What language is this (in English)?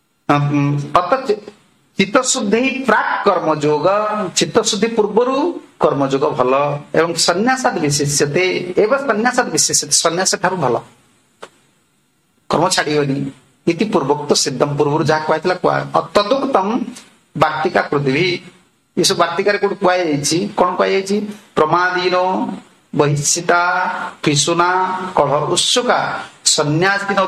Odia